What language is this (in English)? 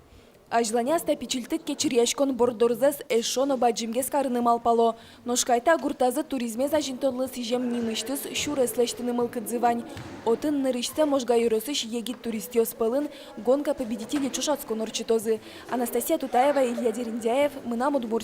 Udmurt